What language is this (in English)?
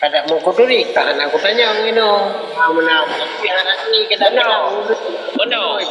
Achinese